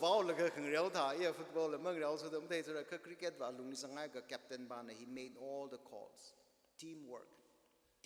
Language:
Tangkhul Naga (India)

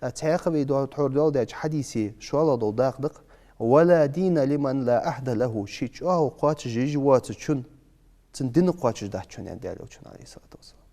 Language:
Ingush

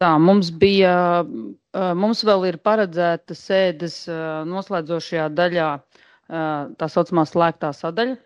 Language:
Latvian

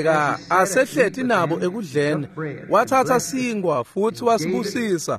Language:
Swati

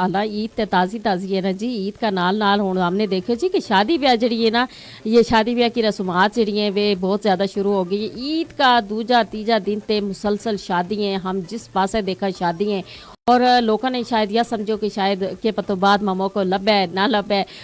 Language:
Gujari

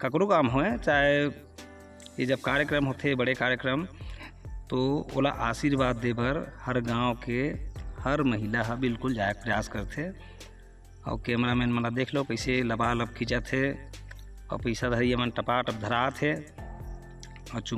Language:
Chhattisgarhi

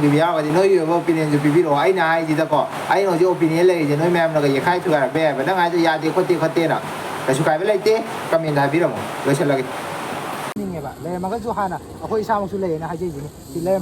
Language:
Manipuri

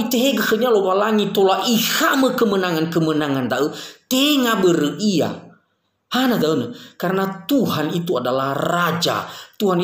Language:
Nias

